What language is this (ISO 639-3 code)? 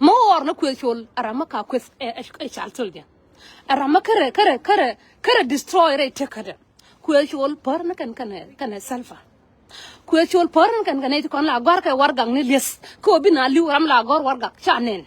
nus